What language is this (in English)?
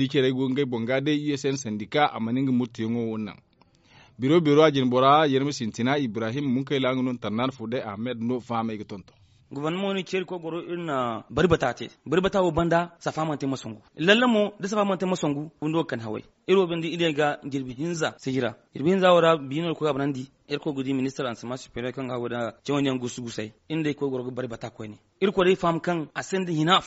Zarma